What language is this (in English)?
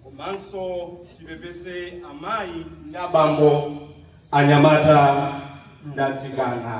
Nyanja